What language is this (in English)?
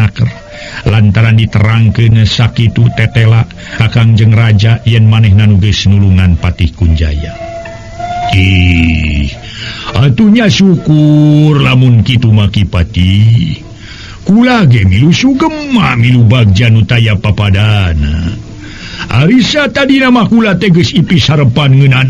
Sundanese